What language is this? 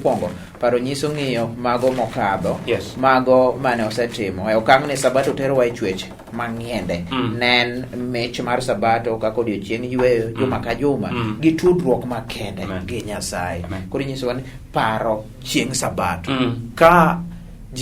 Luo (Kenya and Tanzania)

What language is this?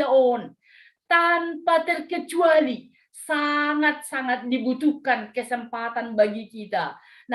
Batak Simalungun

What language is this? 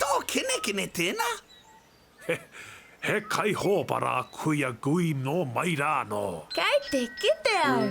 Māori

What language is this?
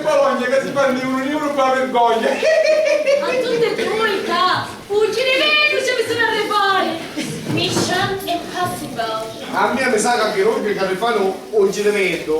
Sicilian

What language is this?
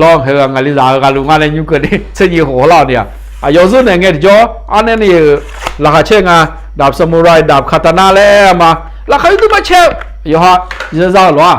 Akha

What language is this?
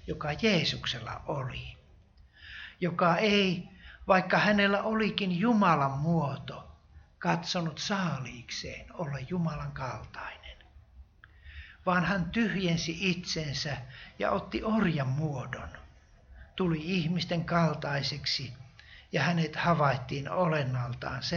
Finnish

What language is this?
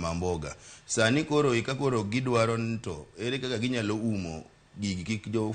Luo (Kenya and Tanzania)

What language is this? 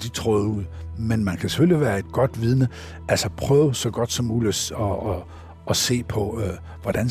Danish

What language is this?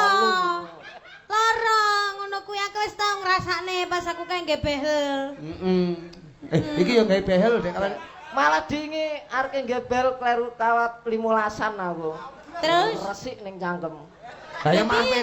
Javanese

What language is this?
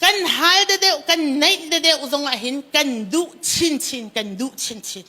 Hakha Chin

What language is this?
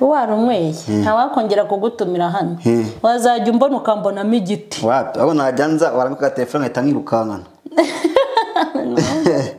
Kinyarwanda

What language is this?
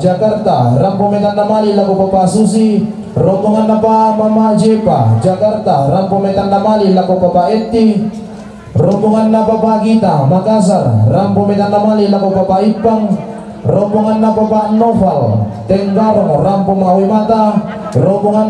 Toraja-Sa'dan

